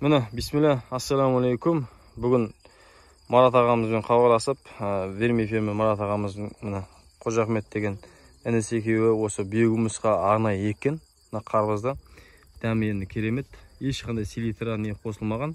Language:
Kazakh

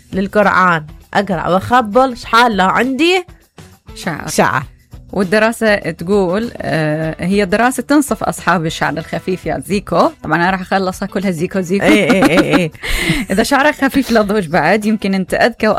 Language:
Mesopotamian Arabic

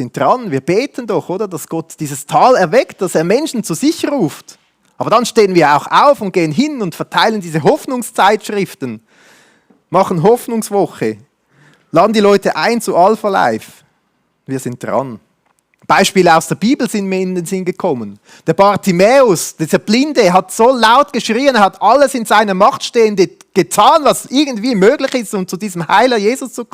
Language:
Swiss German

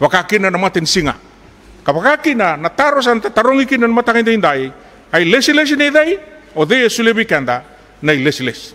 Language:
Fijian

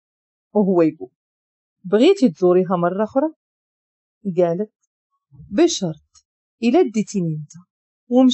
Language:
Moroccan Arabic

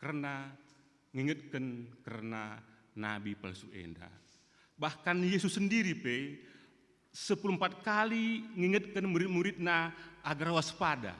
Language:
Batak Karo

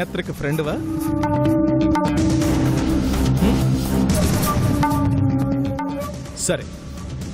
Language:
Telugu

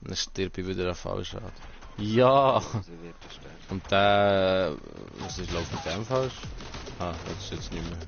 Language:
Swiss German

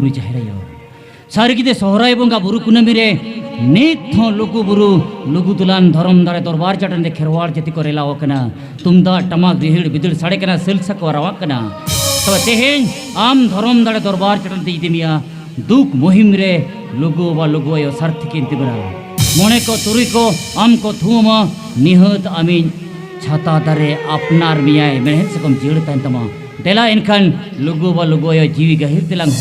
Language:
Santali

